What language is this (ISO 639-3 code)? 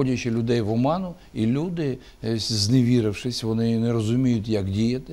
ukr